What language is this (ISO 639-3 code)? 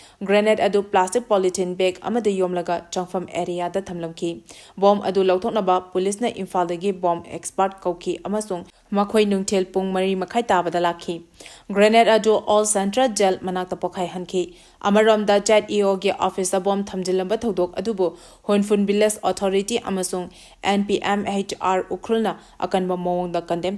mni